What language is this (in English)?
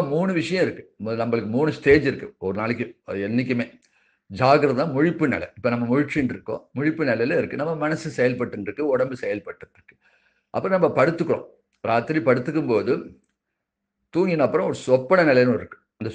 Tamil